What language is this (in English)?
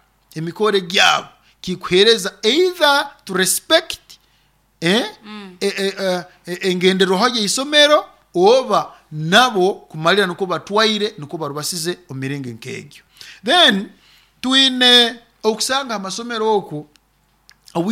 Nyoro